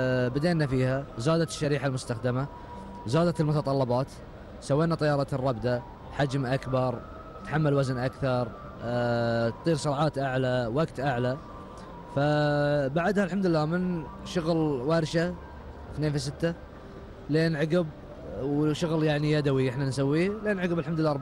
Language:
Gulf Arabic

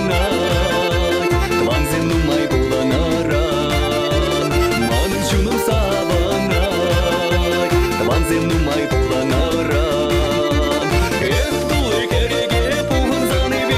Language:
Chuvash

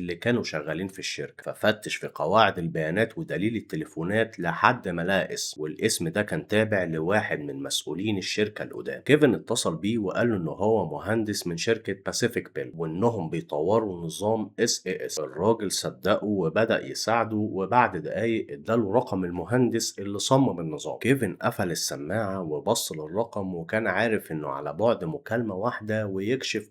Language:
Egyptian Arabic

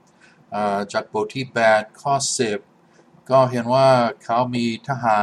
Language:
Thai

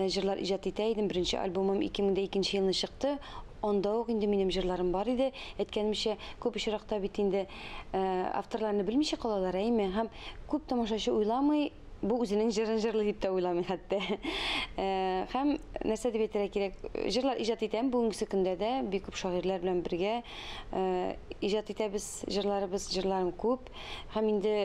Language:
Tatar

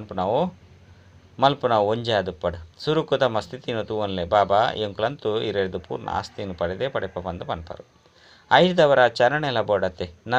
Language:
Tulu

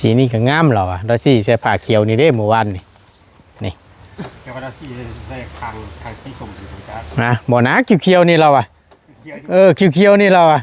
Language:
Northeastern Thai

